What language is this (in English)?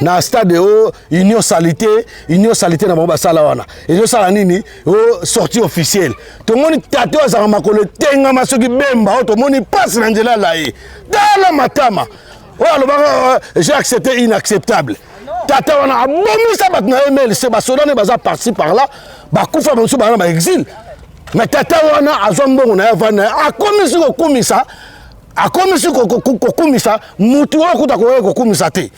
Lingala